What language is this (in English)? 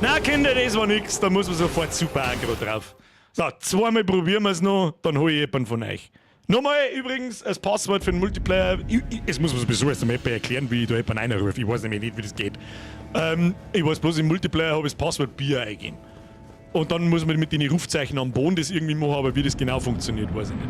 Bavarian